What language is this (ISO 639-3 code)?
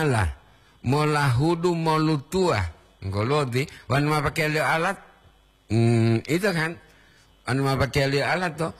gor